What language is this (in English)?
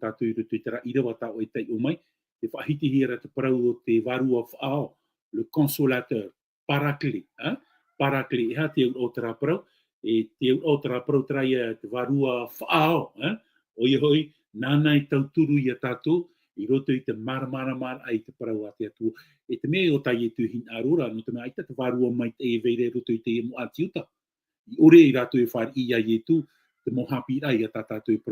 Tahitian